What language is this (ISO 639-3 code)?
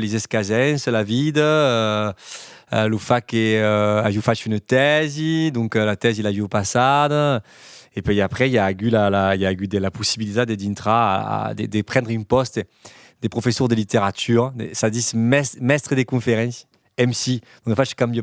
oci